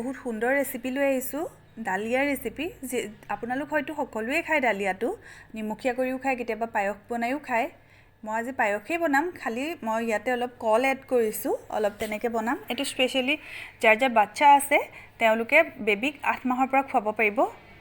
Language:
Assamese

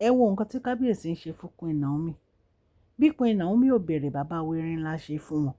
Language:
Yoruba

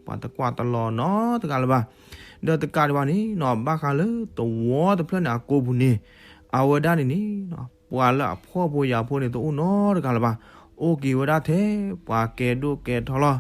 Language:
S'gaw Karen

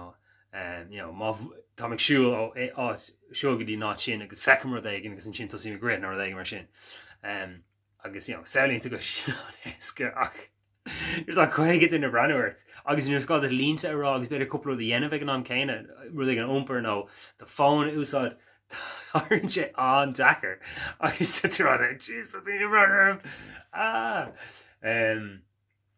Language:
Irish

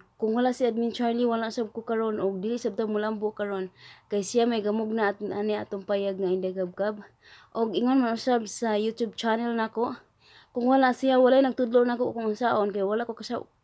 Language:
Cebuano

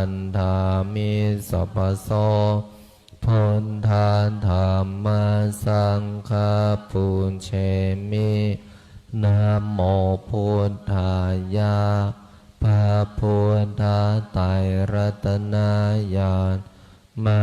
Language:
Pali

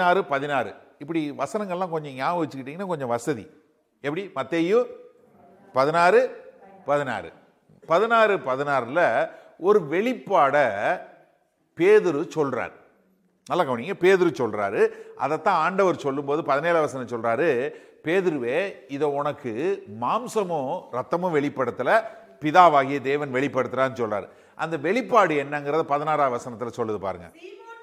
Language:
Tamil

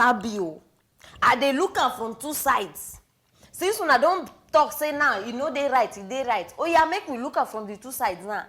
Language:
Nigerian Pidgin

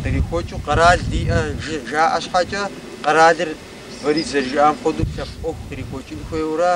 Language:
Kabardian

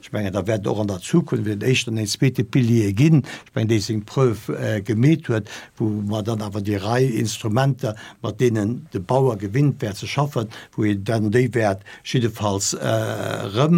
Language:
Luxembourgish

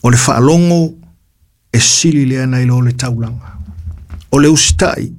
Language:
Samoan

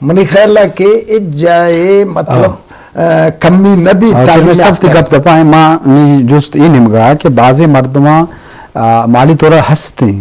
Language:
Eastern Balochi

